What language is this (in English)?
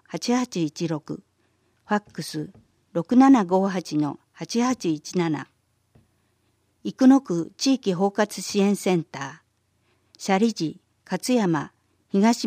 Japanese